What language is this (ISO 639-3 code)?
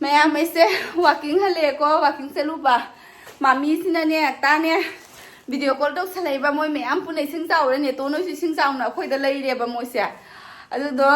mni